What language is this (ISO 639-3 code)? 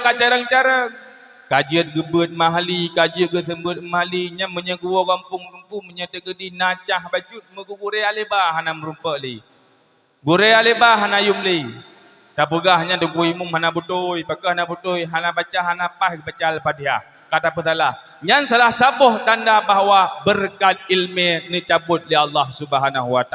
ace